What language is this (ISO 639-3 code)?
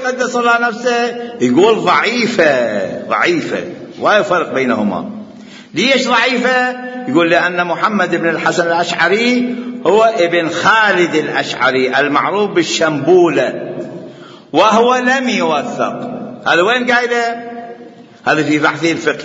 acm